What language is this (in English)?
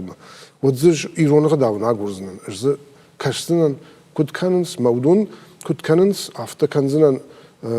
Ossetic